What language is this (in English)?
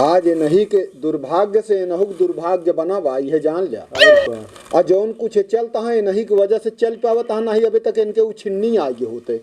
Awadhi